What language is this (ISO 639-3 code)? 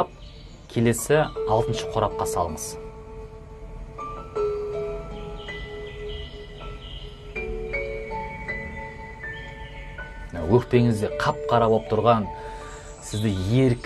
kaz